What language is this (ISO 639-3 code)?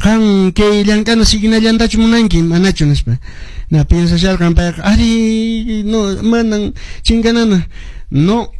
que